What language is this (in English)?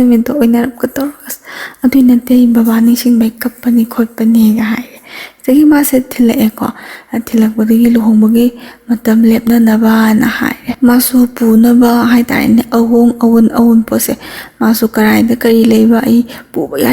Manipuri